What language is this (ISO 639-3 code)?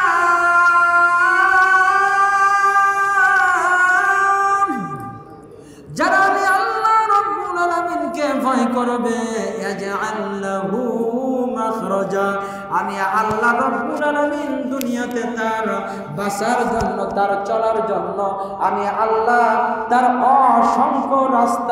ben